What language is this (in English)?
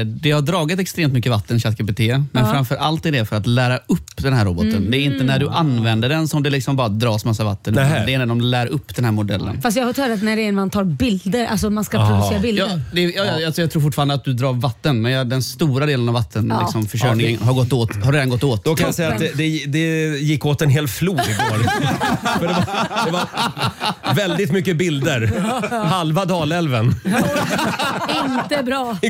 Swedish